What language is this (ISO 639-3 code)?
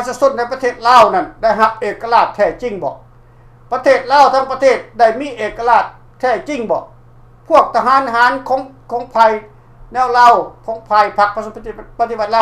lao